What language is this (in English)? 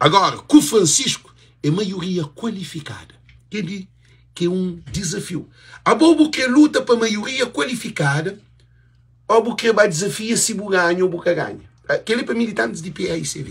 Kabuverdianu